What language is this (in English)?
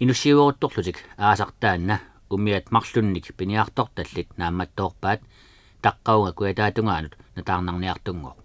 Kalaallisut